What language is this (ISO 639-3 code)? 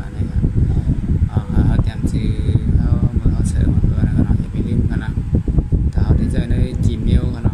shn